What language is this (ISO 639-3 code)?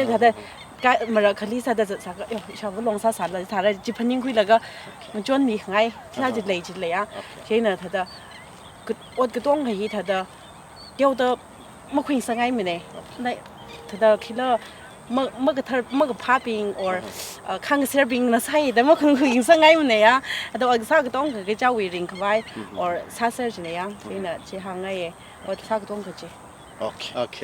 nmf